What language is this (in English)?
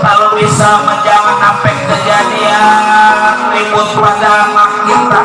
Betawi